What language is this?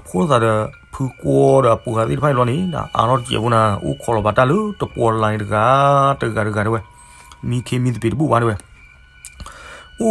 S'gaw Karen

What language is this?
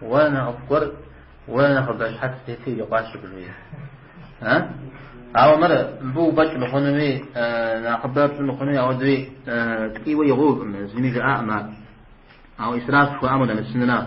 Kabardian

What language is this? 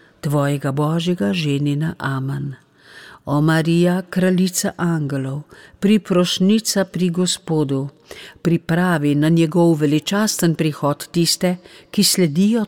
Slovenian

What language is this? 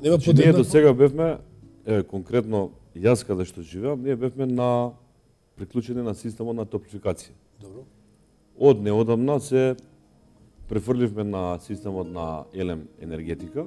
Macedonian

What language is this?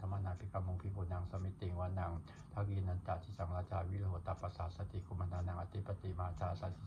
Pali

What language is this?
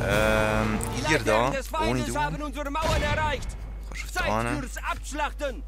Swiss German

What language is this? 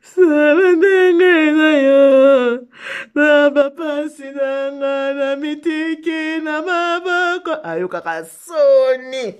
Lingala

